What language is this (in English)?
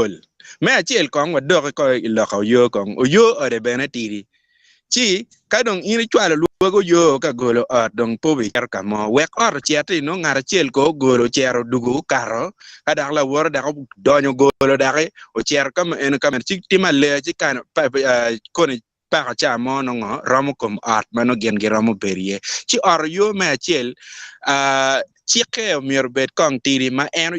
Acoli